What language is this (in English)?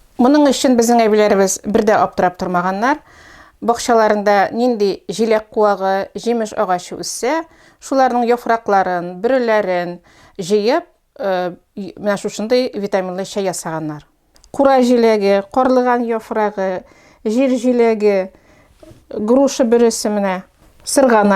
Tatar